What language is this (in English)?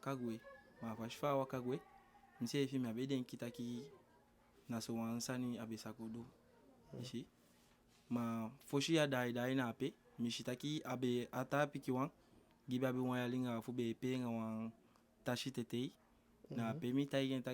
Eastern Maroon Creole